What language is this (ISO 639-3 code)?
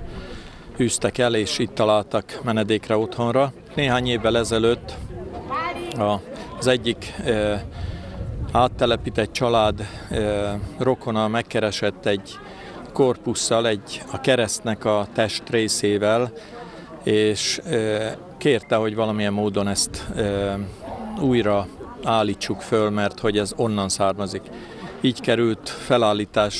hun